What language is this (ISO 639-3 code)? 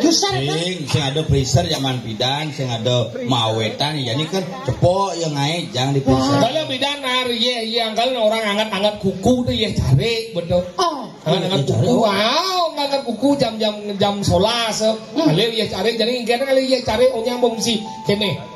ban